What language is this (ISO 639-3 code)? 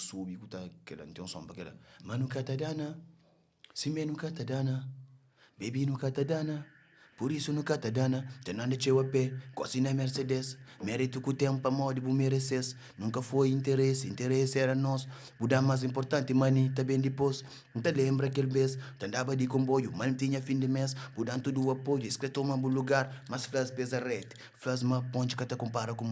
kea